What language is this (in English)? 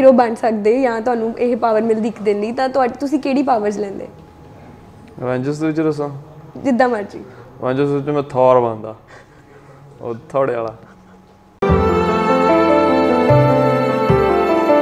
Punjabi